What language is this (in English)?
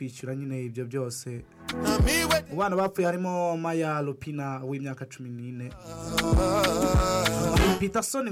Kinyarwanda